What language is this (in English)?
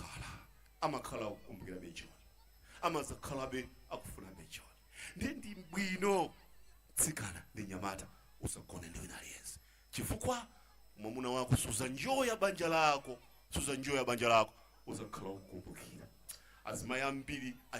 Nyanja